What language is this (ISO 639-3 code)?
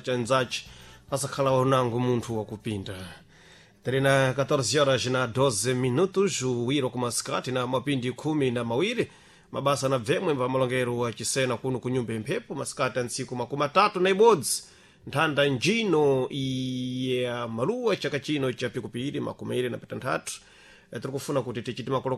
seh